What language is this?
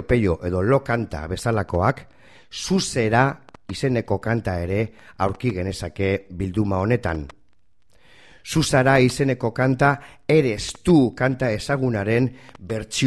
Basque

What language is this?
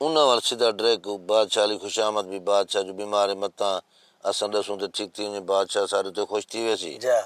Saraiki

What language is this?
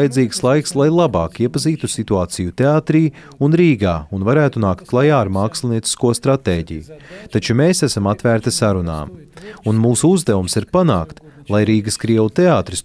Latvian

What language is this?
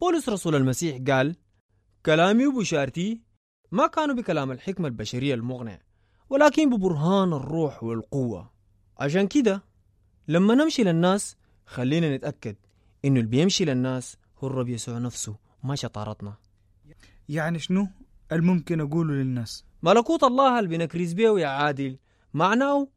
Sudanese Arabic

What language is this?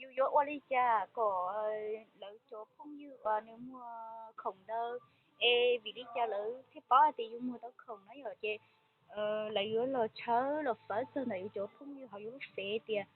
Hmong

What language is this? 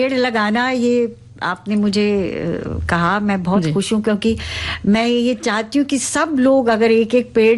Hindi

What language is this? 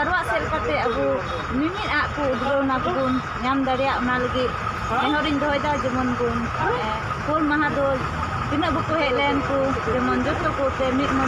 Santali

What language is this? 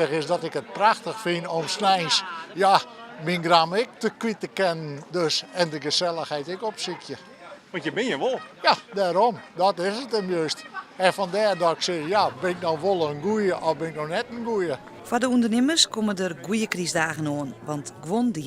Western Frisian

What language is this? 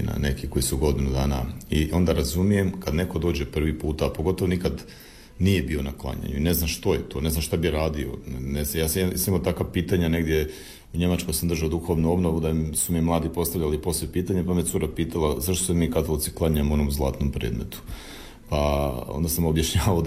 Croatian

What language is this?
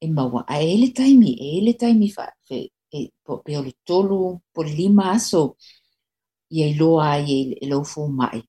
Samoan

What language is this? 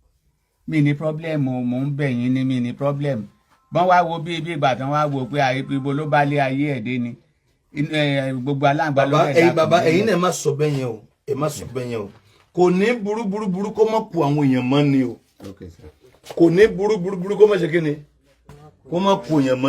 Yoruba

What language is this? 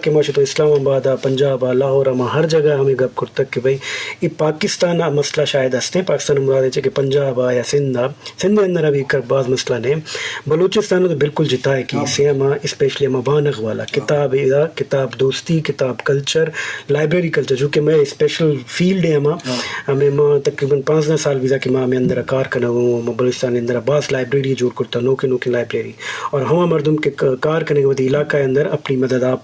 Eastern Balochi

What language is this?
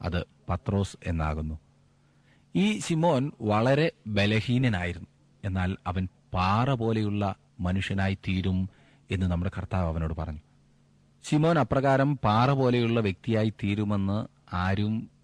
Malayalam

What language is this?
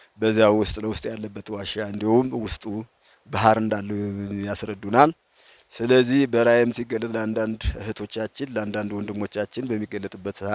Amharic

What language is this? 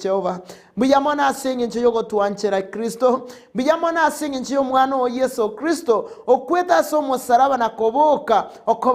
Gusii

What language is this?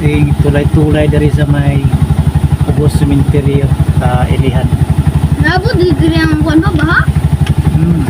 Cebuano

